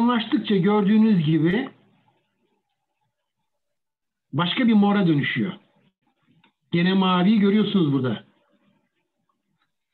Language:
Turkish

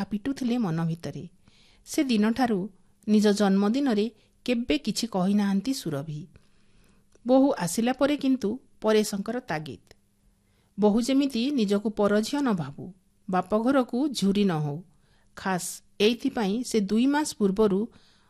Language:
Odia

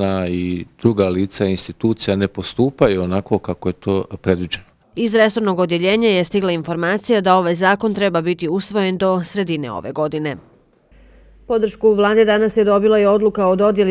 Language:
Bosnian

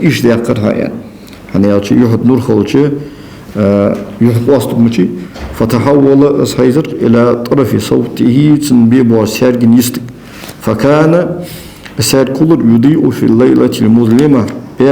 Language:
Ingush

